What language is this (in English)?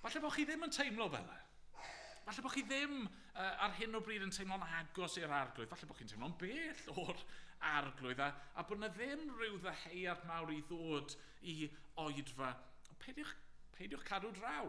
Welsh